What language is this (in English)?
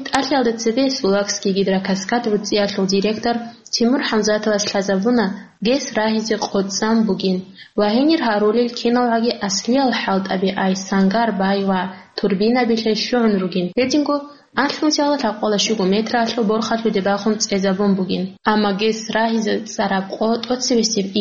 Avaric